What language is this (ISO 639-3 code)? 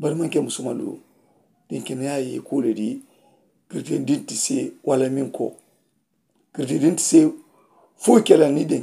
man